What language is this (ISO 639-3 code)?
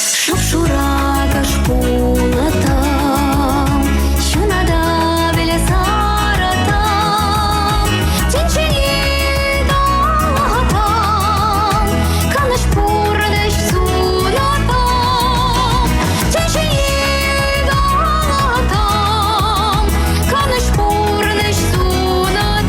chv